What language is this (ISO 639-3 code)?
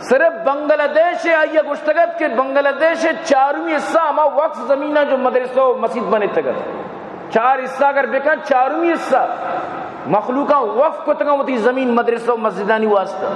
bal